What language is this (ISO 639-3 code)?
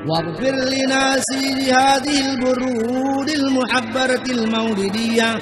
bug